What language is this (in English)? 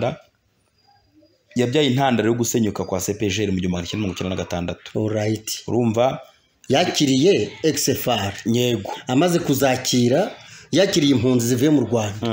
Kinyarwanda